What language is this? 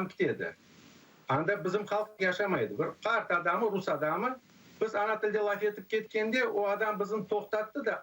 Crimean Tatar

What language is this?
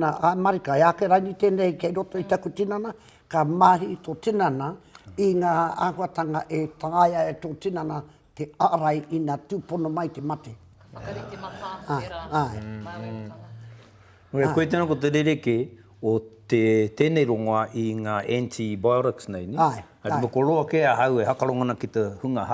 Māori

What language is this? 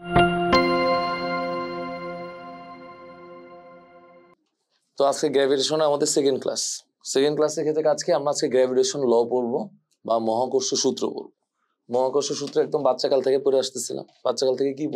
Bangla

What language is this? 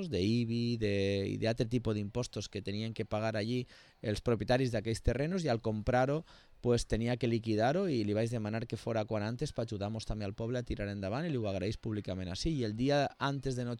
Catalan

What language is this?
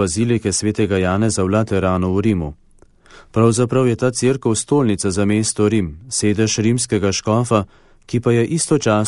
Slovenian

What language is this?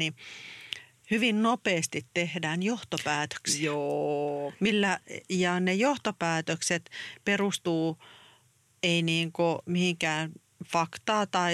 Finnish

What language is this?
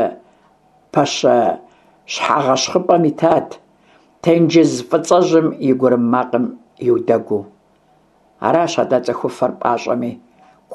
Kabardian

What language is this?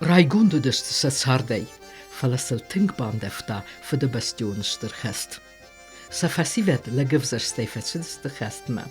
Ossetic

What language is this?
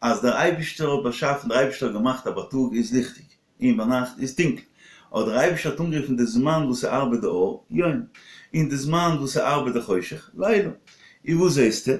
Yiddish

